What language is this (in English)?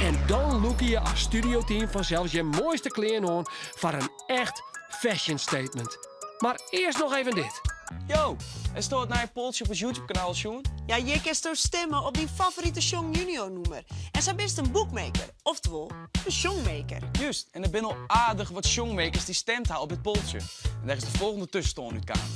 Western Frisian